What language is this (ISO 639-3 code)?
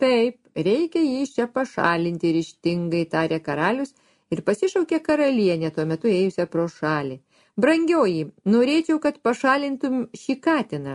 lit